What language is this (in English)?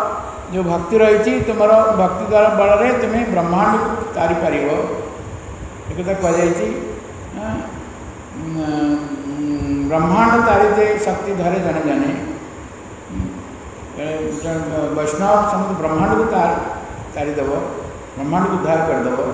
Odia